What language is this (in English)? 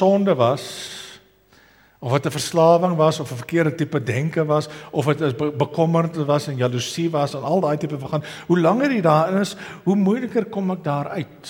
Afrikaans